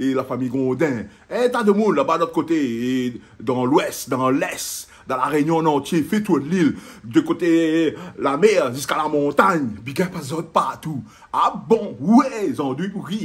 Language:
Réunion Creole French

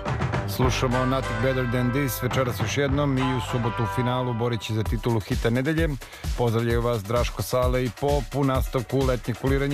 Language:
Serbian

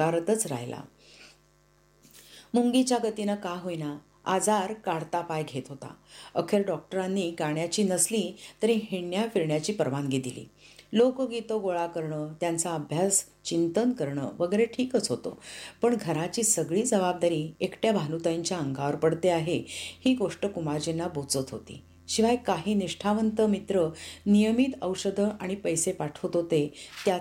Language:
Marathi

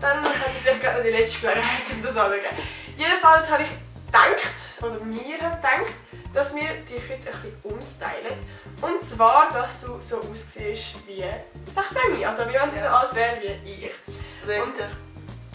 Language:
Swiss German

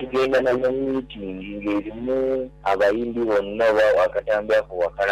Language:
Ganda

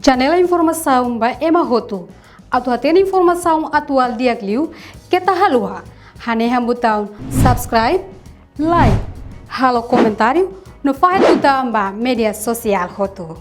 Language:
Tetum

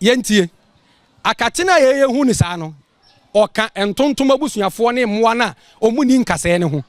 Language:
Akan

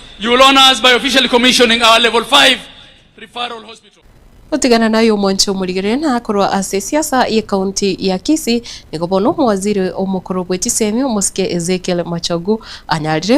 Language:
Gusii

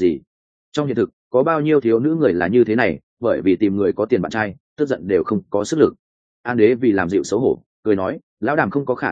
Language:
Vietnamese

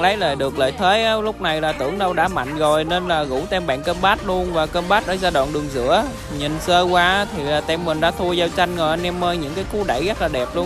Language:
Vietnamese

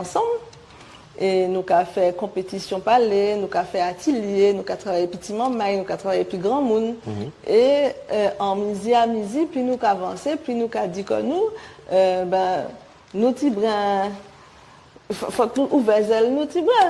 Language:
Guadeloupean Creole French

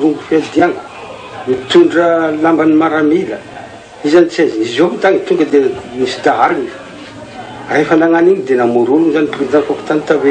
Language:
Malagasy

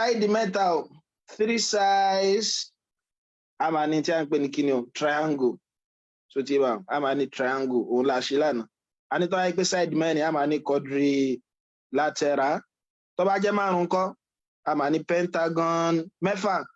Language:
Yoruba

